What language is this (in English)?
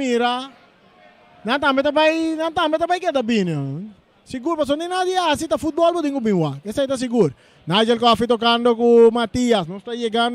Papiamento